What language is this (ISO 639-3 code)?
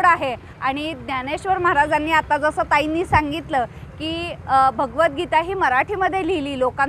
mar